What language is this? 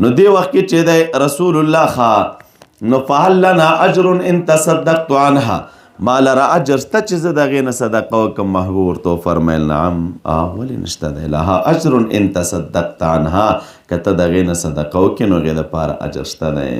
Pashto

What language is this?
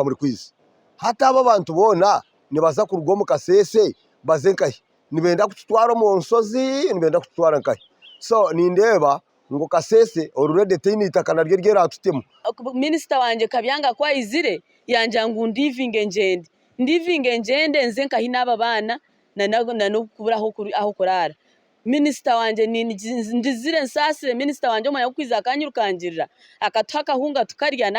Nyankole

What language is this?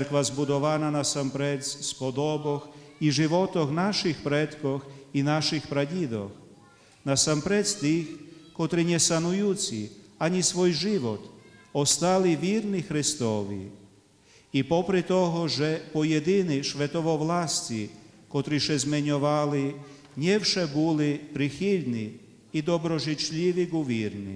Rusyn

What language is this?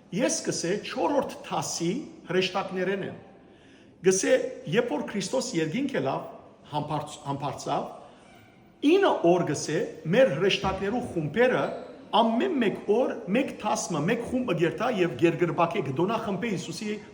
Western Armenian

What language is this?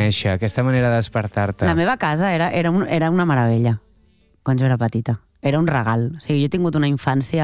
Catalan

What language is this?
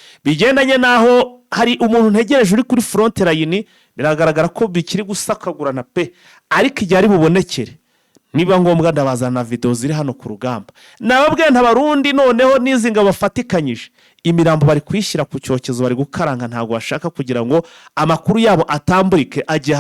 Kinyarwanda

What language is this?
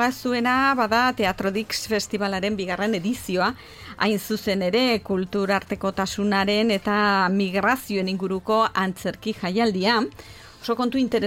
Basque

